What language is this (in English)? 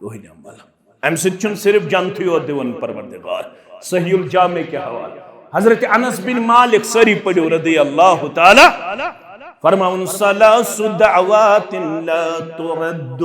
Kashmiri